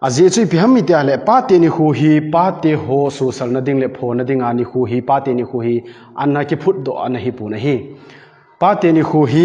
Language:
Thado Chin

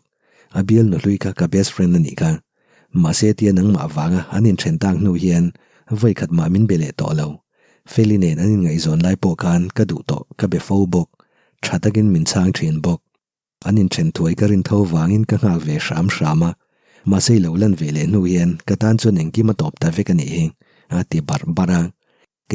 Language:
Mizo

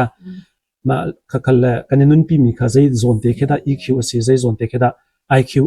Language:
Hakha Chin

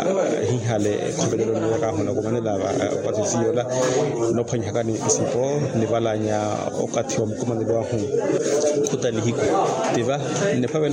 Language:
Makhuwa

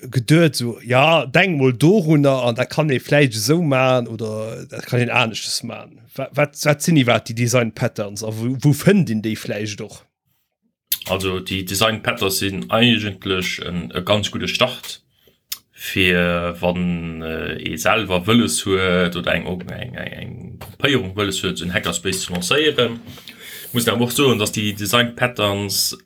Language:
Luxembourgish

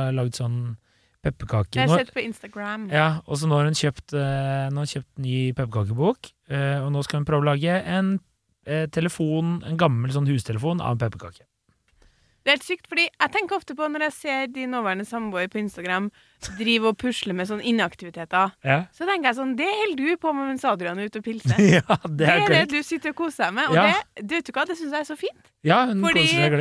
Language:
Norwegian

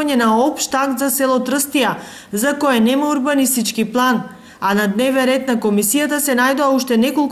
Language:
Macedonian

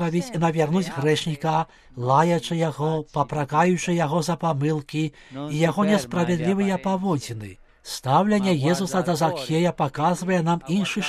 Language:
Belarusian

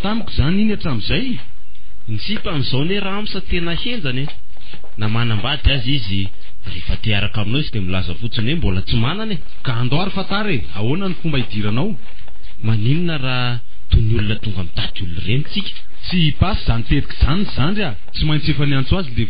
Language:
Malagasy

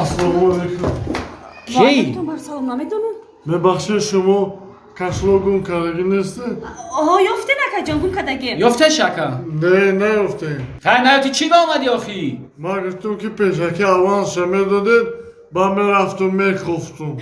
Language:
Tajik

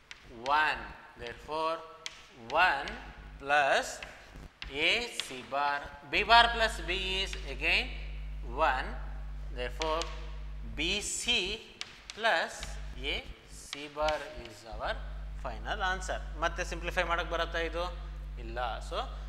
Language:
Kannada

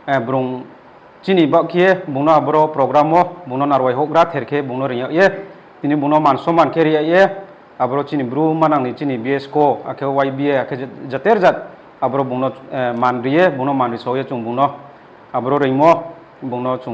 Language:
Riang (India)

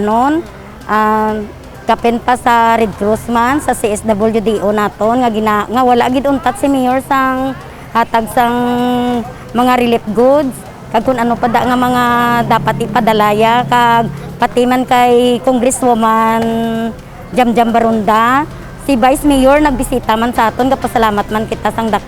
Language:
Hiligaynon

